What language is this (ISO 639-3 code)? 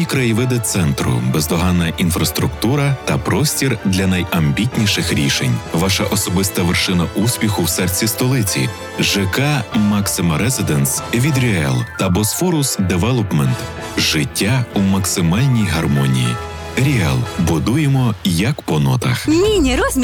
ukr